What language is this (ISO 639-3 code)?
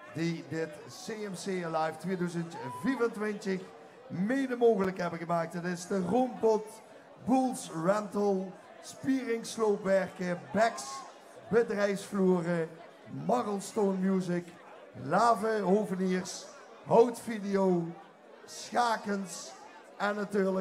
lim